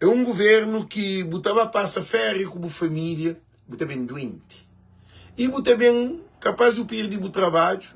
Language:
Kabuverdianu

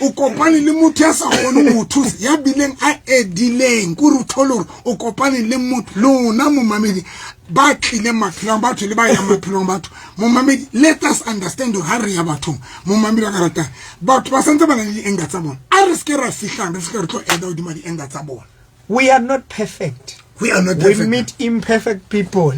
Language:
Southern Sotho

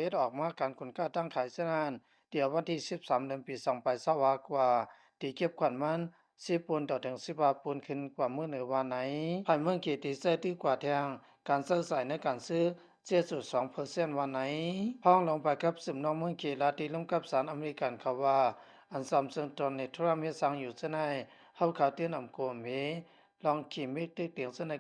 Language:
Shan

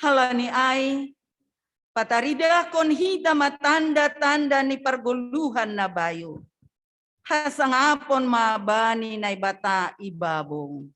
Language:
Batak Simalungun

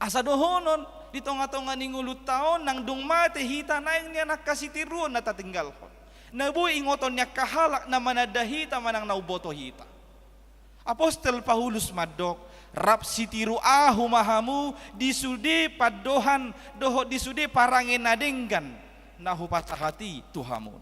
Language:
Batak Toba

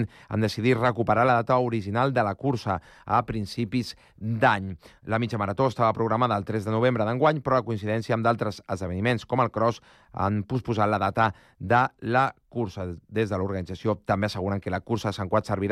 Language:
Catalan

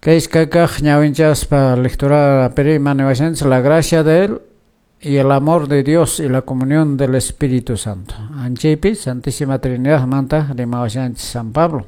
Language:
Quechua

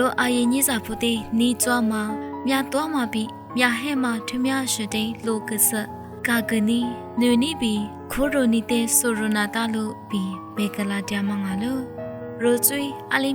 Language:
Lisu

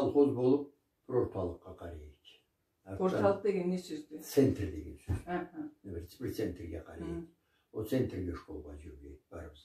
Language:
Karachay-Balkar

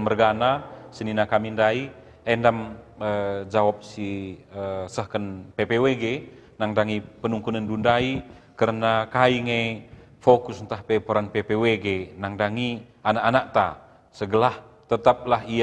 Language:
Batak Karo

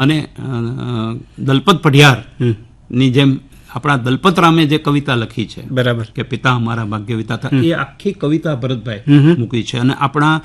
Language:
Gujarati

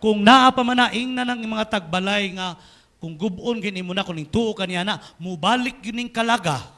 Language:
Cebuano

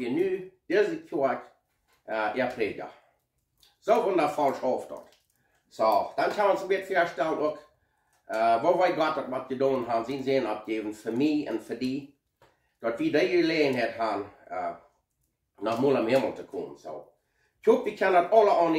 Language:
Plautdietsch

